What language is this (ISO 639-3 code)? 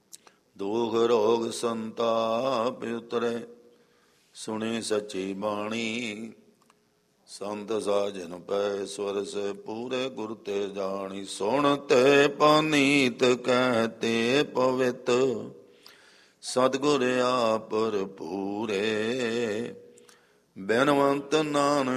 pan